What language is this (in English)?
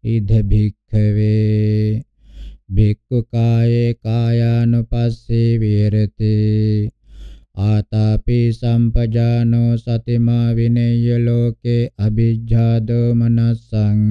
Pali